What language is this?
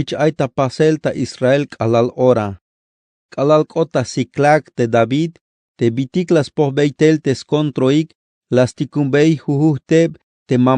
Tzeltal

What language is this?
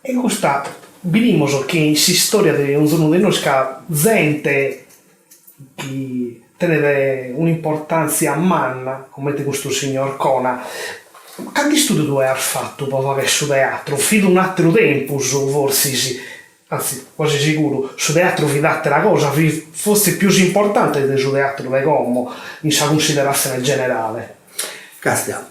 Sardinian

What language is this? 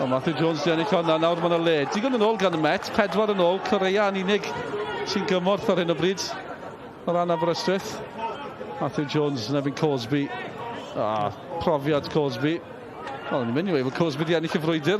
Welsh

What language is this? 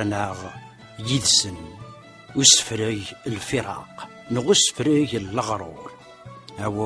Kabyle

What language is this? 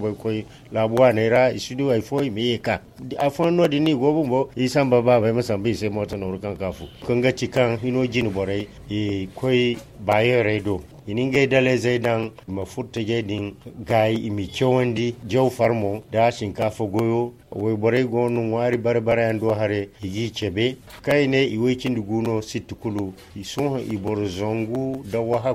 Zarma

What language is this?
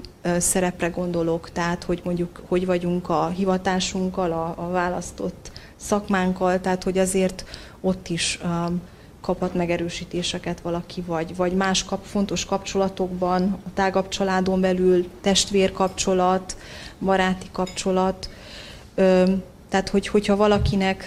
Hungarian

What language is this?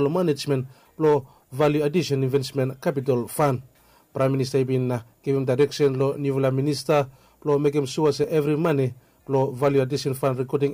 Bislama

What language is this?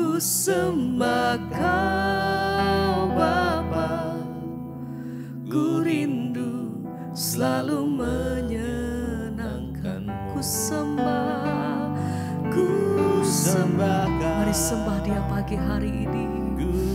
Indonesian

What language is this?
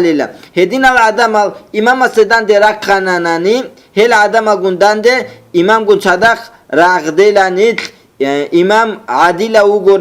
Avaric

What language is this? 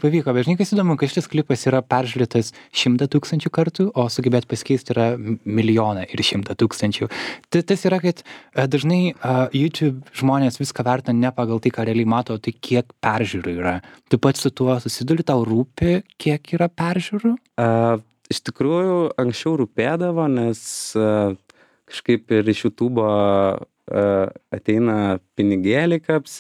Lithuanian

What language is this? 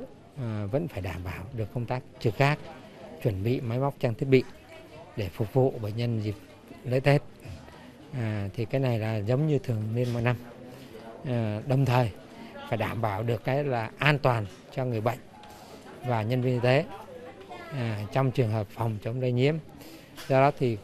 Vietnamese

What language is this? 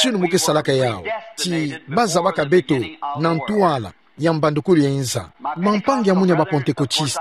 Kituba (Democratic Republic of Congo)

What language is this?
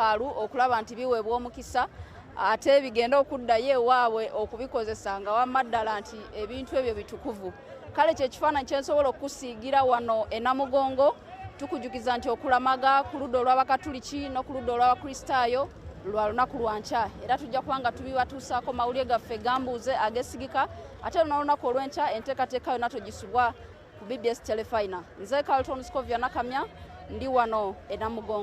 Ganda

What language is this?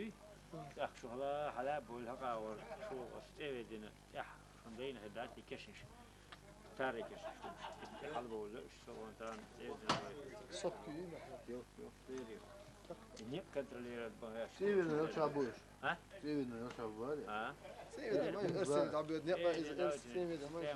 Chechen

